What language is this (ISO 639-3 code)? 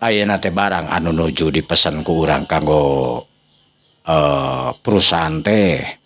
sun